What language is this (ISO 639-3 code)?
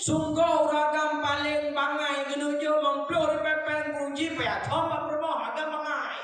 ace